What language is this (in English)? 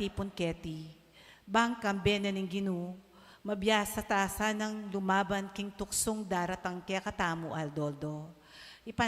Pampanga